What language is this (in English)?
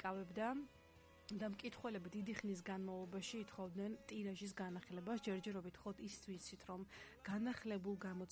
Georgian